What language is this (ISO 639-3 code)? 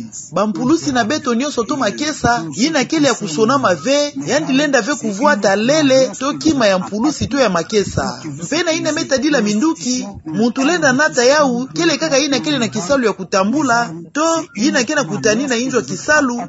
ktu